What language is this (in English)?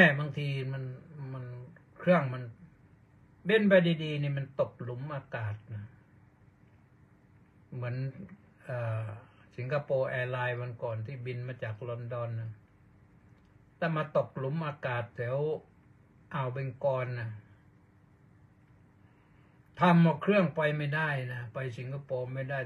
Thai